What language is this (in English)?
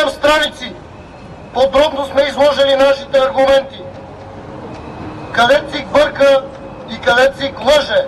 Bulgarian